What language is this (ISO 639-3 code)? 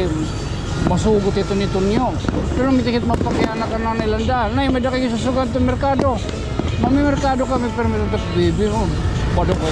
war